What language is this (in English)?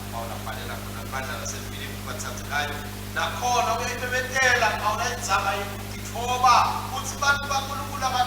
Swati